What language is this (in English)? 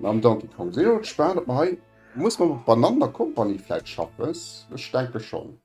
Luxembourgish